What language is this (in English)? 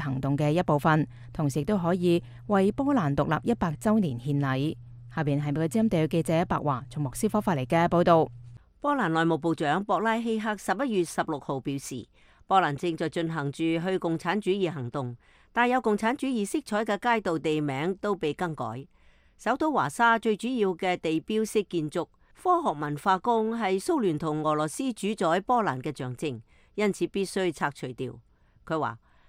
Cantonese